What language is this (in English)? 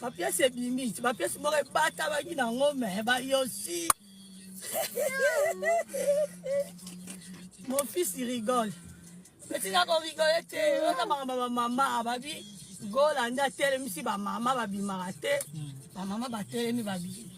Lingala